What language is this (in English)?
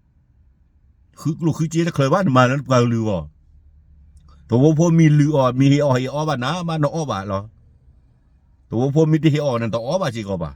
S'gaw Karen